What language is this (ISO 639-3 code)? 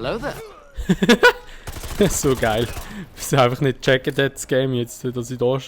gsw